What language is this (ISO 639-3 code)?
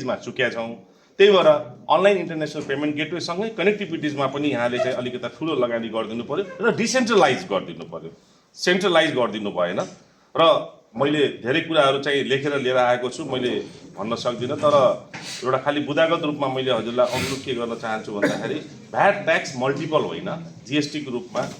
nep